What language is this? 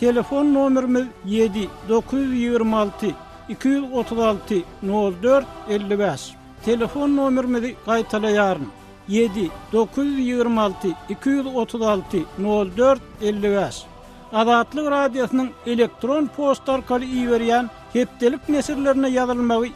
Turkmen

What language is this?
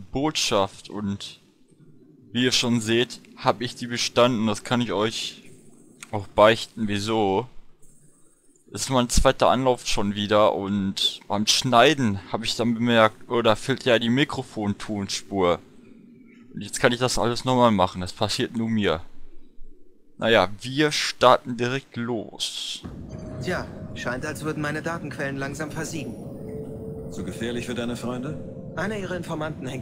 German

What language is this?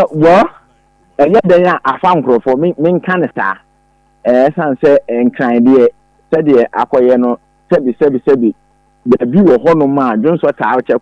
Akan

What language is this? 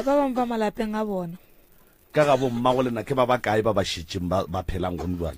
Northern Sotho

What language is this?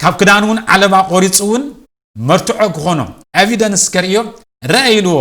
Tigrinya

